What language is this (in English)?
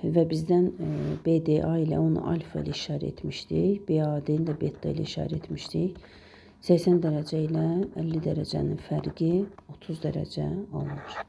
Azerbaijani